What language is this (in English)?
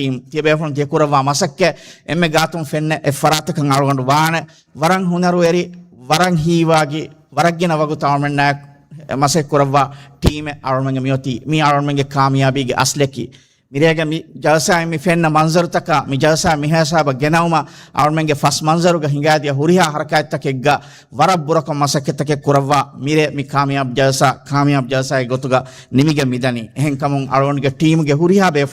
Divehi